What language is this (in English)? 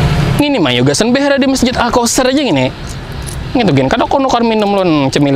Banjar